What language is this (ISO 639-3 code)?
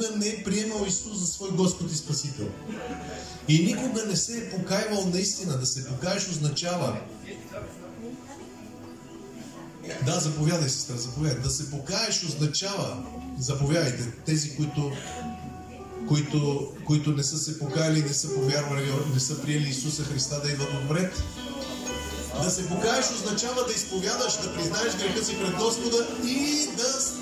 bul